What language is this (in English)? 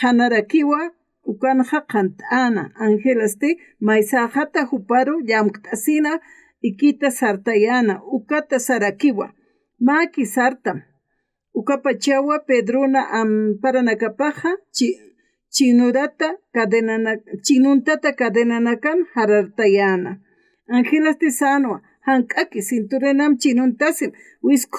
Aymara